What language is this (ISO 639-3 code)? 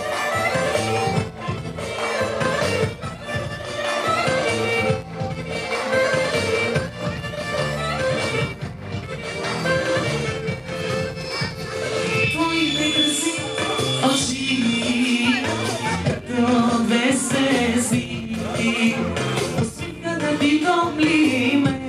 bul